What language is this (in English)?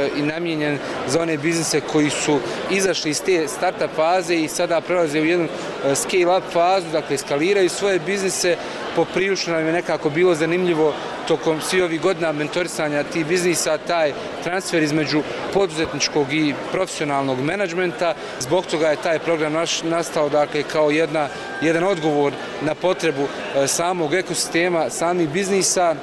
Bosnian